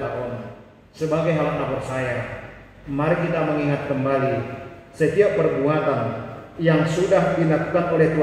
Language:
Batak Simalungun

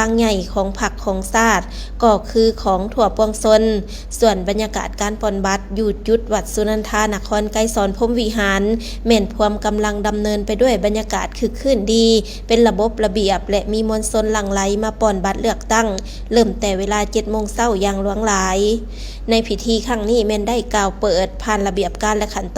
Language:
Lao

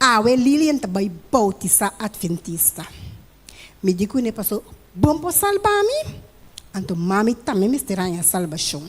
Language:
Papiamento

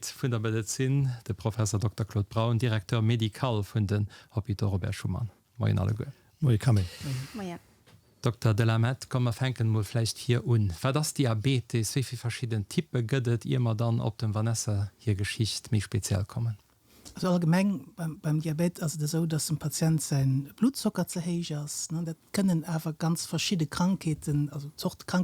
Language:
Luxembourgish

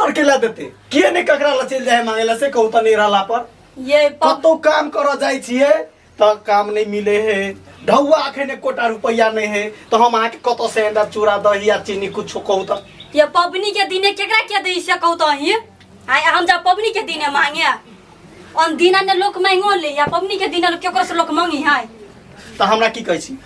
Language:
Maithili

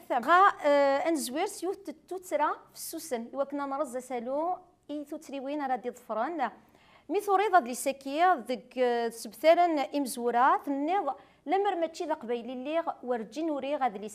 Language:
Kabyle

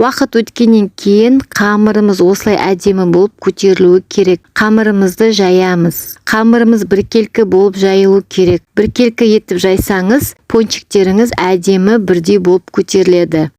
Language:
Kazakh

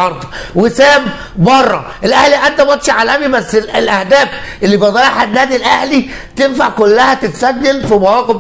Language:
Egyptian Arabic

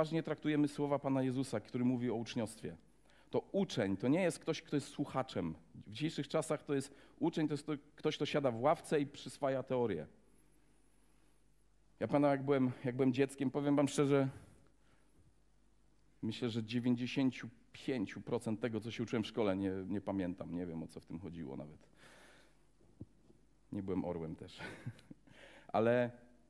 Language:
Polish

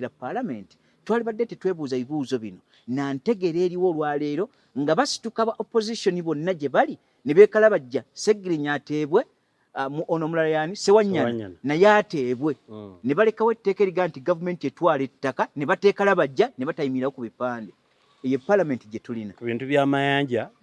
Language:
Ganda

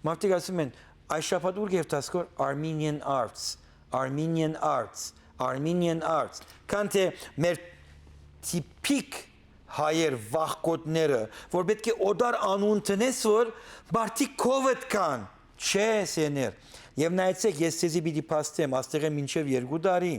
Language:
Western Armenian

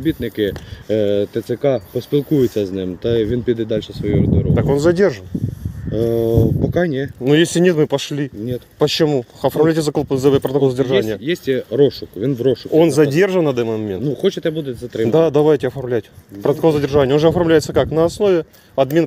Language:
Ukrainian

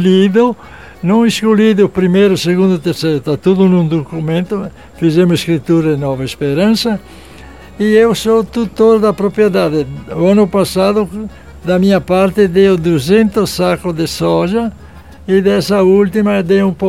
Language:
Portuguese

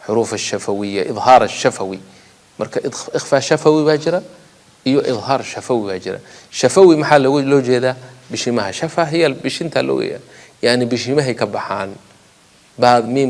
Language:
Somali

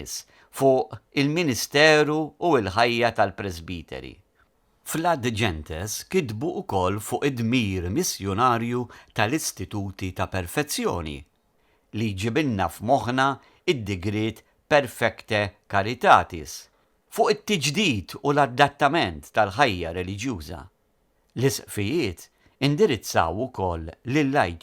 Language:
Maltese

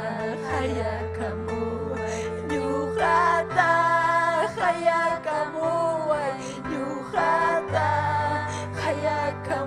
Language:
Ayacucho Quechua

